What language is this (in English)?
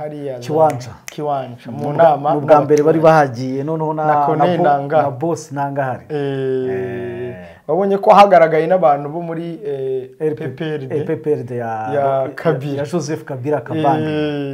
Kinyarwanda